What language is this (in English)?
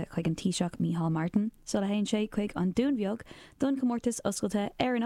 Irish